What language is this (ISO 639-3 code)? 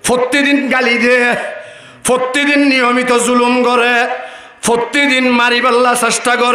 rhg